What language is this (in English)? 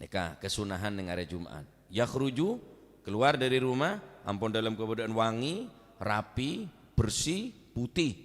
Madurese